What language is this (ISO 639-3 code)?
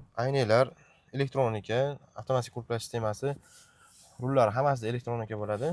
uzb